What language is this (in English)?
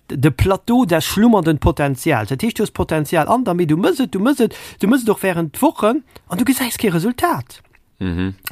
Luxembourgish